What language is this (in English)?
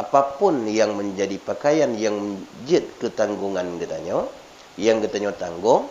Achinese